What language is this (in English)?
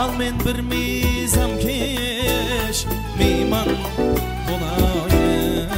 Kara-Kalpak